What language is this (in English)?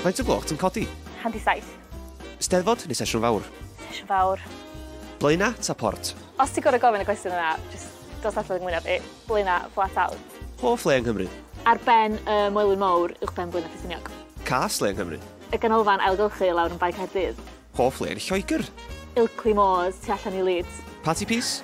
Welsh